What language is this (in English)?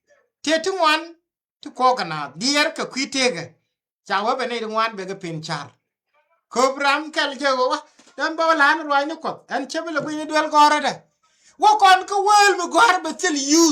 Nuer